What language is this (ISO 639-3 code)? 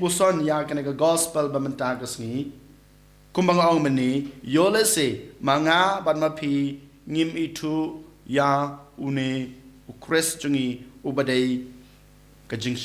kha